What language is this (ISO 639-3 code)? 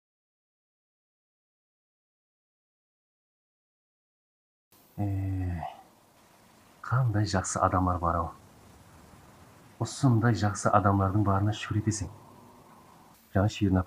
kaz